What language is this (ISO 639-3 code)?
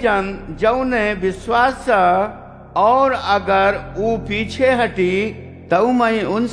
awa